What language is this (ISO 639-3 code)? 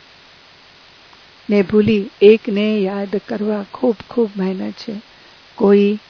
guj